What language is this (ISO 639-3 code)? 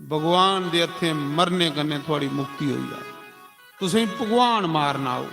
doi